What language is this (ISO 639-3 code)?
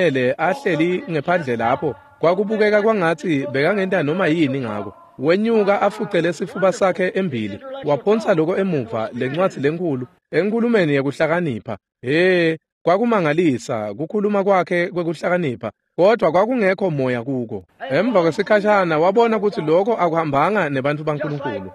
ssw